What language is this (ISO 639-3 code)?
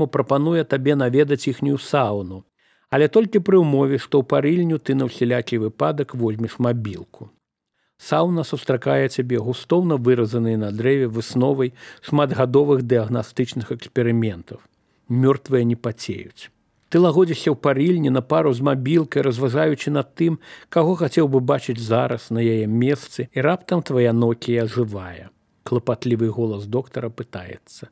bel